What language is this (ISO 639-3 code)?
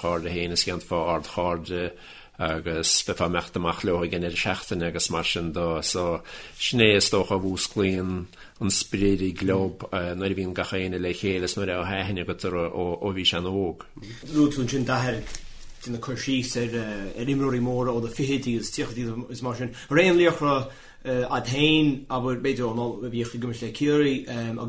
gle